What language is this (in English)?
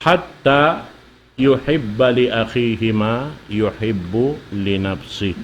Tausug